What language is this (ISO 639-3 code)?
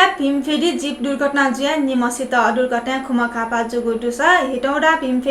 new